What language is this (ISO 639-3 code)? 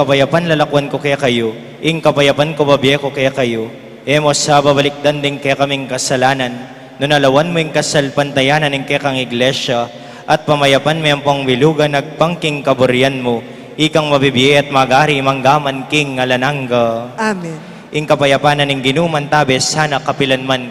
pam